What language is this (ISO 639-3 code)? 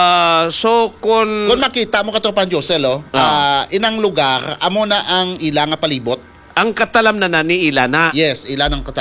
hil